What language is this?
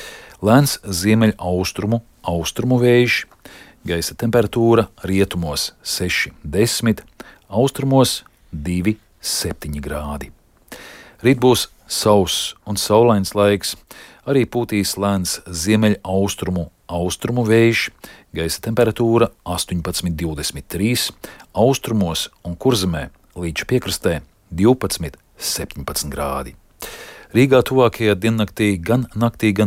Latvian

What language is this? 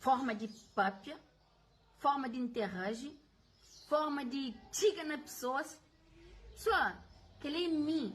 Kabuverdianu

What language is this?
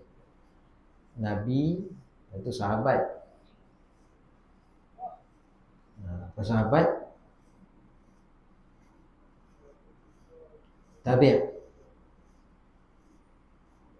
Malay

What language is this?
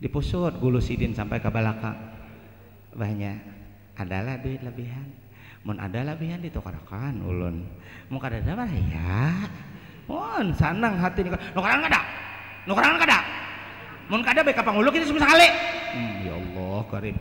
Banjar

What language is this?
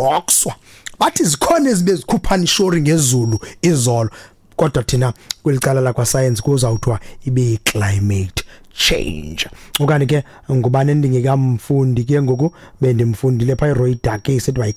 Xhosa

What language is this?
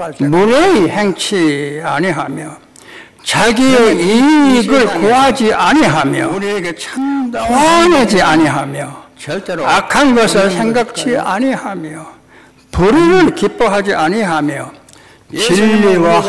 Korean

